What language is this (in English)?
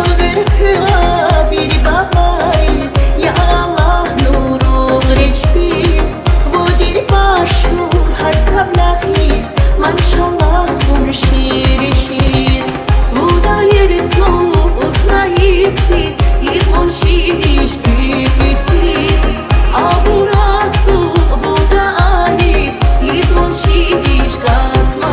Tabassaran